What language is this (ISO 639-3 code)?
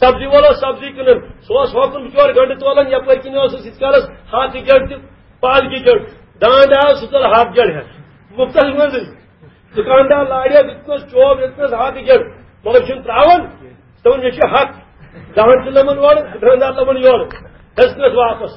kas